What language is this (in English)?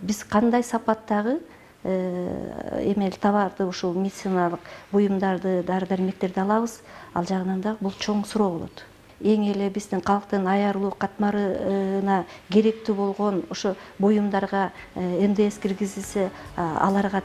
Kyrgyz